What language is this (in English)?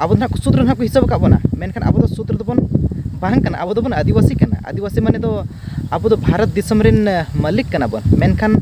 Santali